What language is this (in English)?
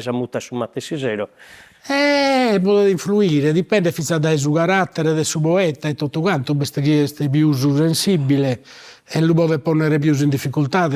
Sardinian